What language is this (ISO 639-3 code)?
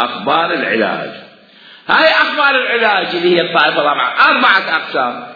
acm